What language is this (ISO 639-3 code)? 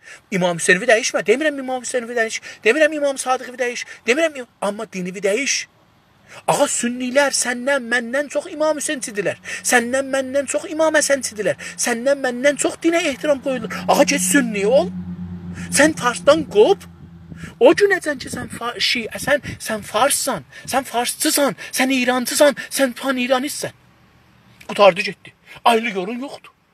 azb